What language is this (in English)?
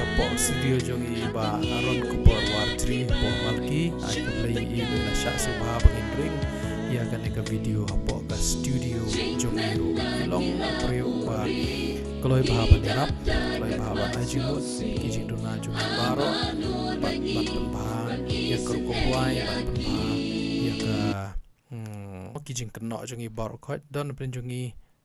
Khasi